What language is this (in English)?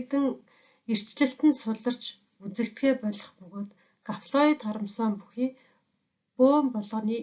Mongolian